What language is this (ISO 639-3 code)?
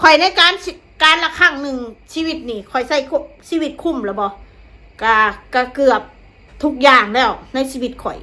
tts